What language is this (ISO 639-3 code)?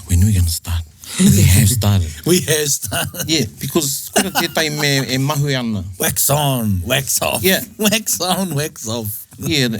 mri